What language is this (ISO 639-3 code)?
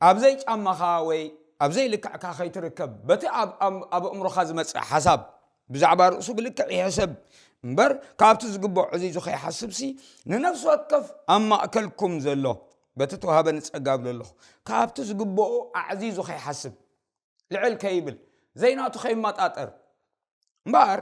tir